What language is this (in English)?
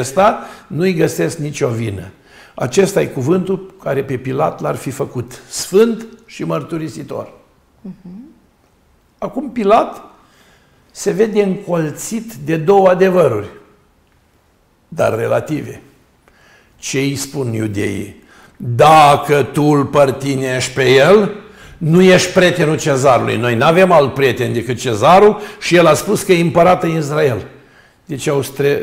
Romanian